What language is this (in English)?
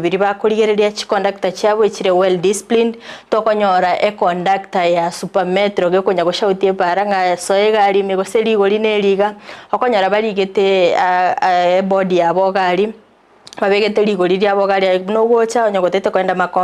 Gusii